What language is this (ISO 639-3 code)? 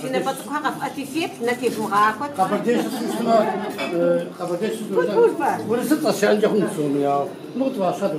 kbd